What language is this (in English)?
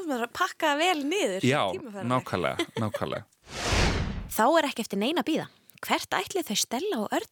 Icelandic